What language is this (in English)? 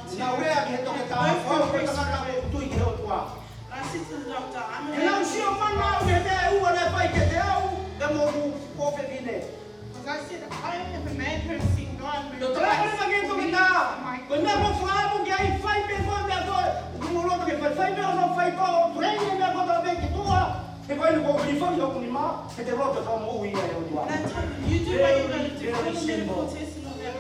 Tongan